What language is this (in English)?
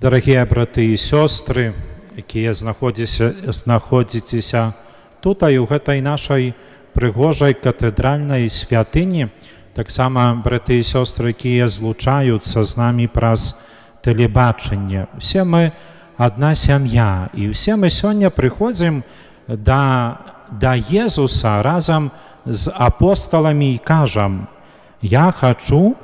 Belarusian